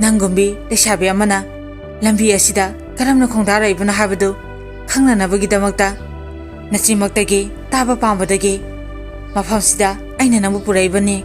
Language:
Manipuri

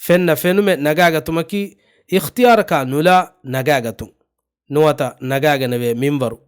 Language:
Divehi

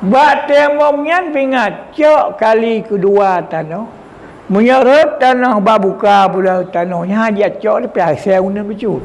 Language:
Achinese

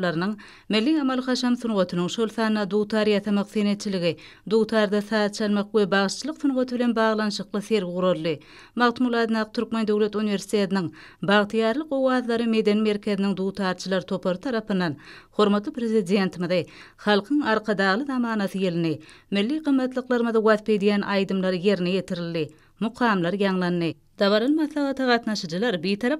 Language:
Turkmen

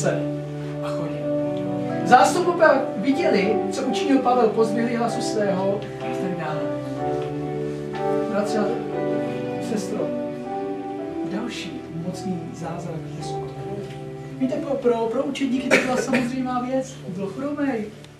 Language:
Czech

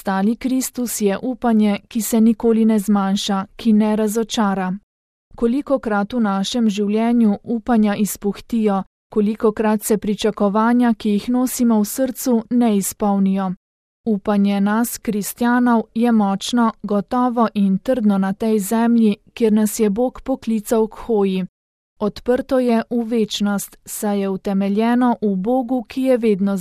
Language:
Slovenian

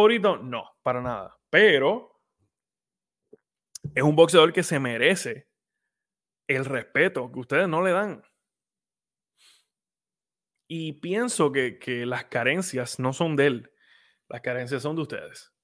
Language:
Spanish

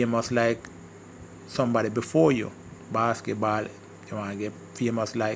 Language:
Jamaican Creole English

